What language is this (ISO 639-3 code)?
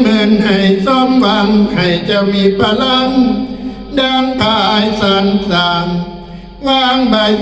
tts